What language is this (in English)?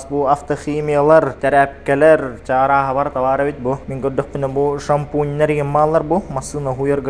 Yakut